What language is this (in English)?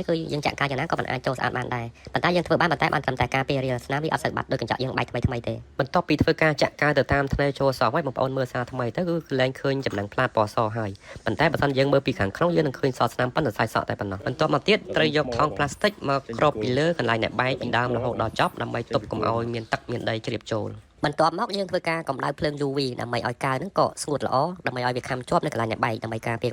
Khmer